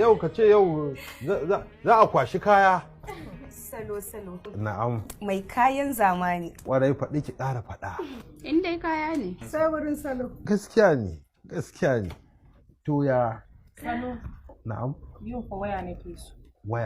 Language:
Hausa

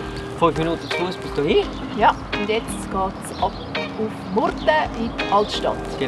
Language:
Swiss German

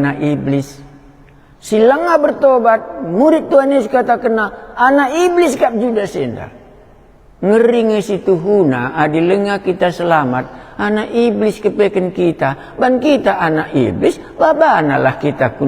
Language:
Batak Karo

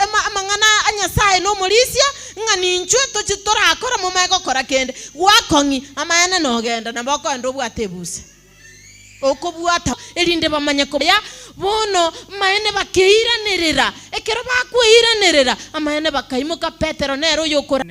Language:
Gusii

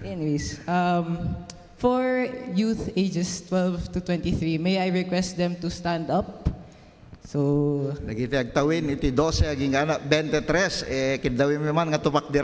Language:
Iloko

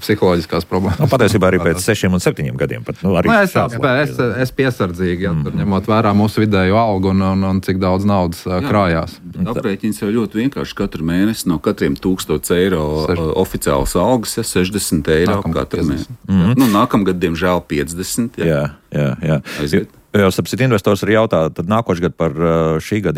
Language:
Latvian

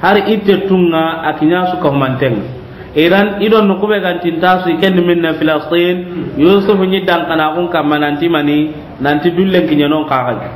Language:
Soninke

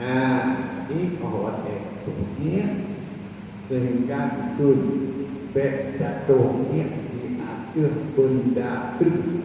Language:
Achinese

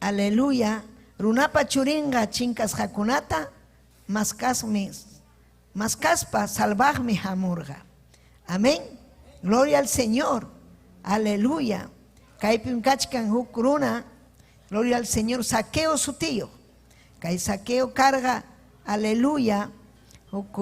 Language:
Ayacucho Quechua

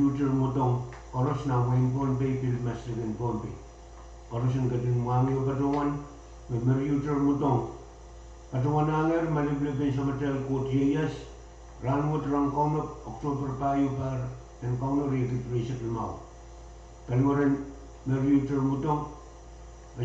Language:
Pohnpeian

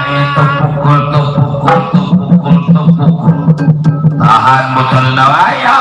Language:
Betawi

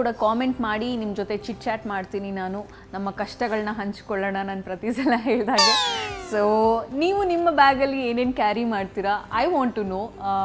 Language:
Kannada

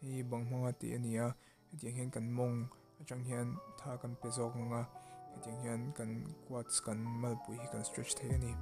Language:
Mizo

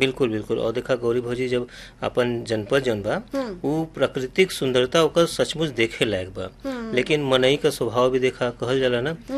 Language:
Bhojpuri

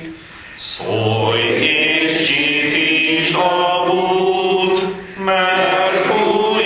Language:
Hungarian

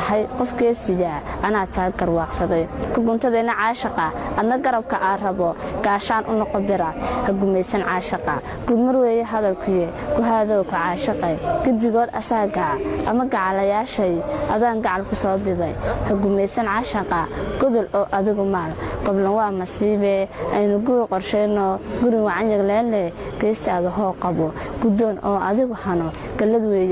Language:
Somali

